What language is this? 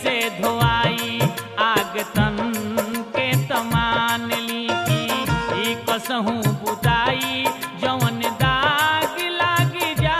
Bhojpuri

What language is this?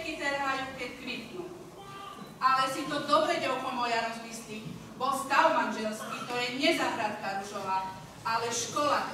Slovak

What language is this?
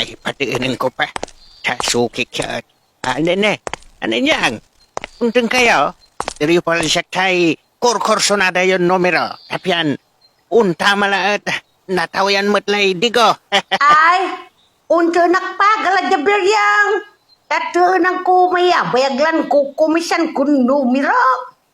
Pangasinan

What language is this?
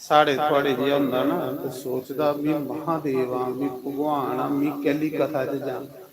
Dogri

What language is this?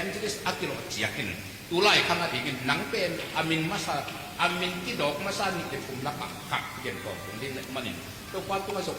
Tedim Chin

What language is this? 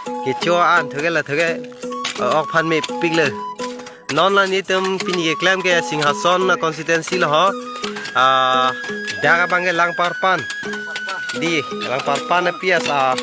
Karbi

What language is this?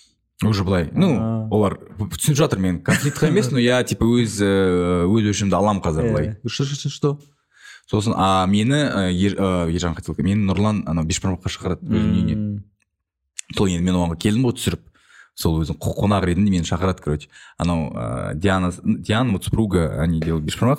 Kazakh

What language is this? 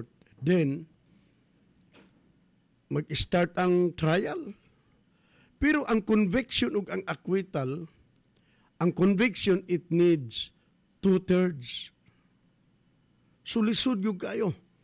Cebuano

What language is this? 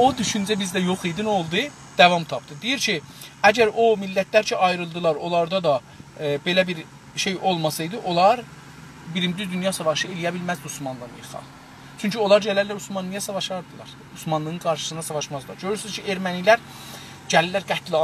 South Azerbaijani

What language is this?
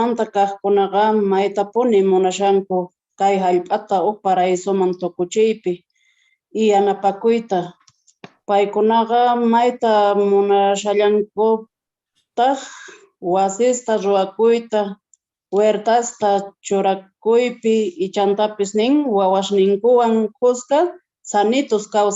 Quechua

